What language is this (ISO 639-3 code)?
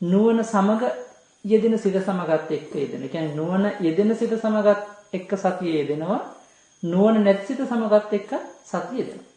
sin